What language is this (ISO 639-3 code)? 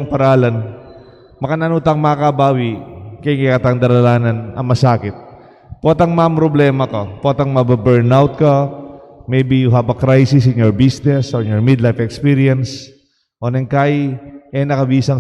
pam